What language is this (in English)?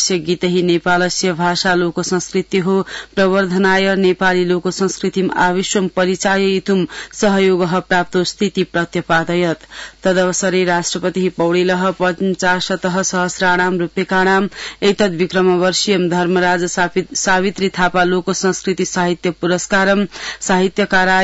Sanskrit